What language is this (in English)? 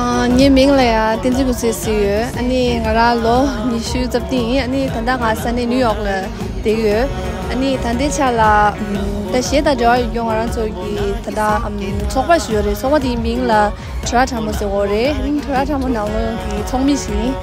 Tibetan